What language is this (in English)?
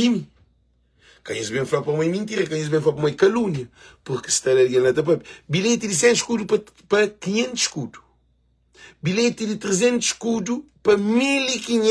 Kabuverdianu